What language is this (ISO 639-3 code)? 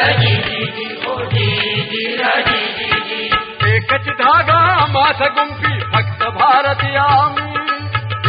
mar